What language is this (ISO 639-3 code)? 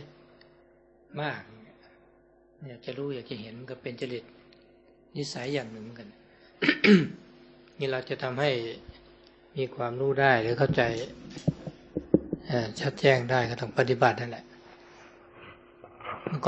tha